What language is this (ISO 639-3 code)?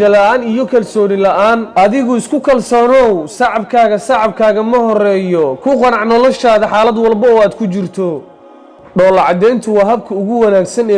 som